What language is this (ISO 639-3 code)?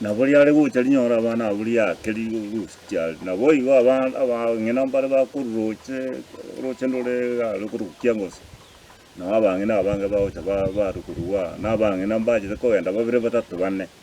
guz